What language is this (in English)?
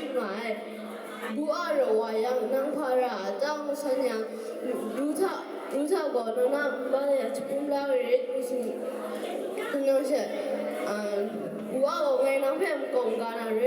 Kachin